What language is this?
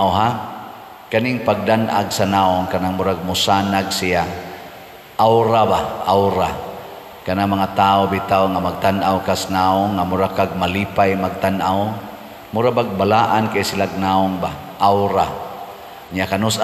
Cebuano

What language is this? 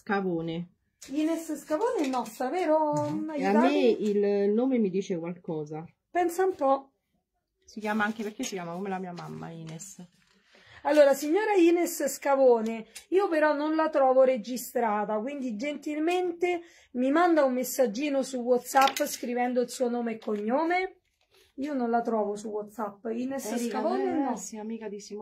Italian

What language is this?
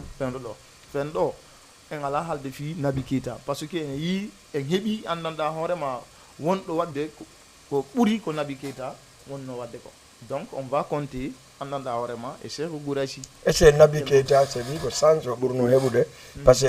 Fula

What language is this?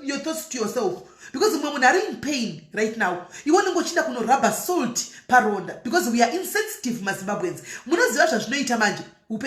Shona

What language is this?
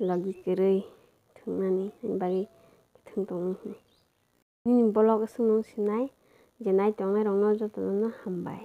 Kok Borok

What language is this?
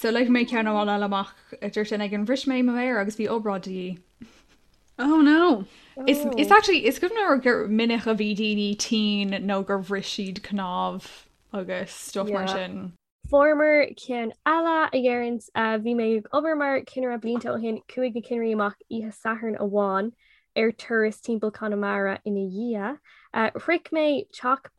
Irish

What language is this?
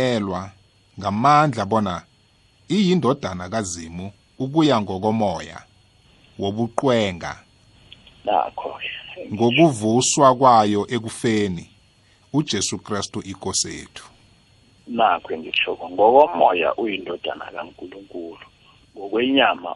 South Ndebele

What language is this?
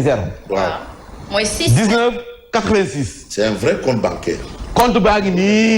Wolof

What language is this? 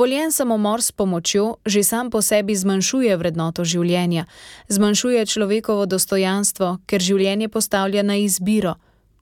Slovenian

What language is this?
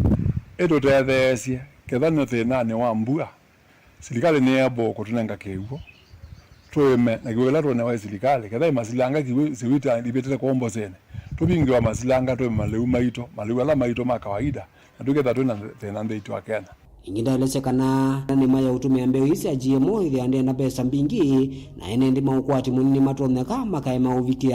Kamba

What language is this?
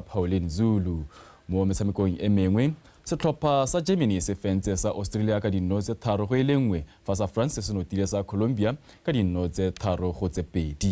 Tswana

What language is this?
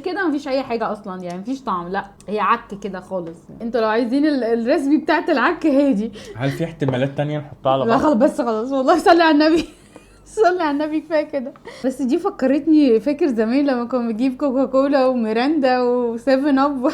Egyptian Arabic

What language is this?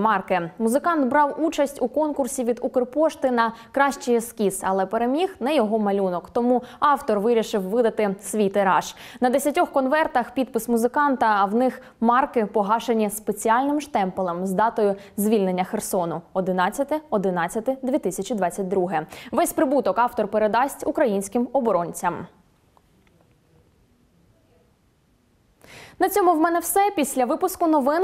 Ukrainian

